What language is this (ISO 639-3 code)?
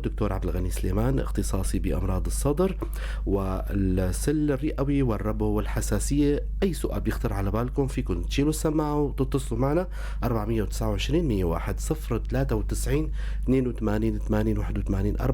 apc